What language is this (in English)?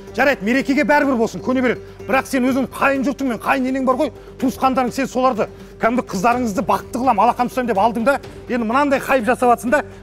Kazakh